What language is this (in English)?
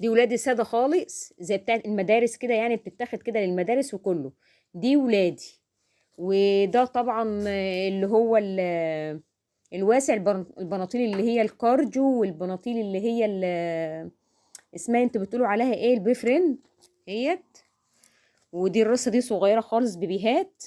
Egyptian Arabic